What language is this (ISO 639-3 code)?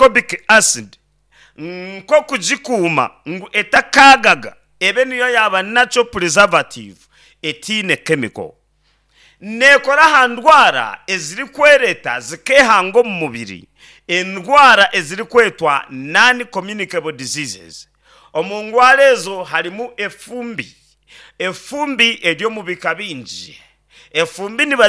nyn